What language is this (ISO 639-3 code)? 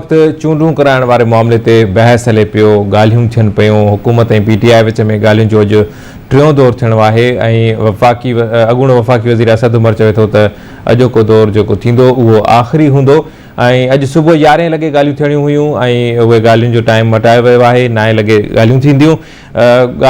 snd